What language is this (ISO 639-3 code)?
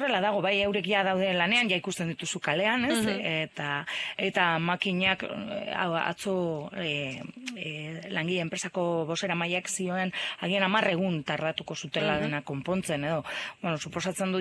eus